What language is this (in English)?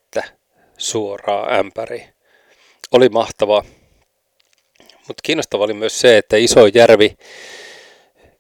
Finnish